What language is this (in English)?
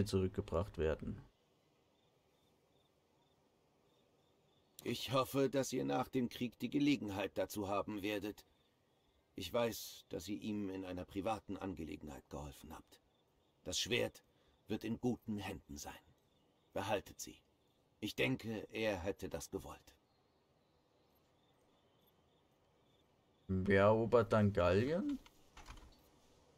German